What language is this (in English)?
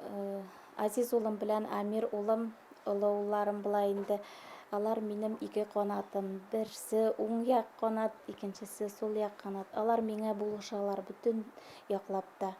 Bashkir